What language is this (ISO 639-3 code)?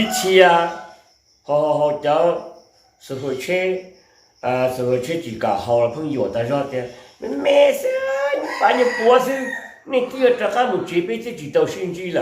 hmn